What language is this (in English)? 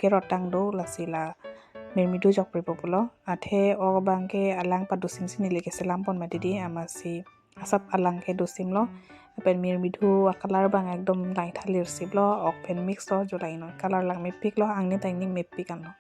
Karbi